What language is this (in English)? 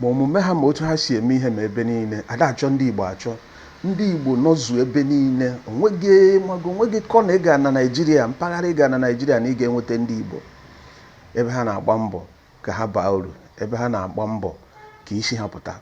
Igbo